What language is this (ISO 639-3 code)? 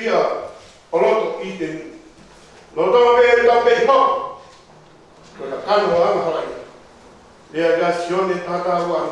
ton